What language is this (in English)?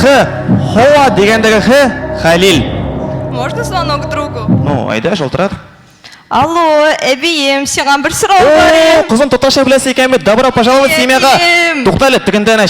Tatar